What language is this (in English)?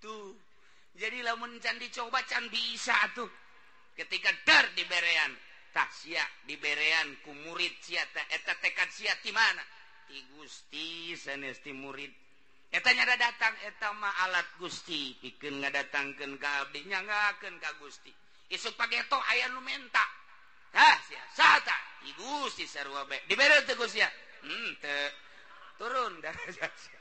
Sundanese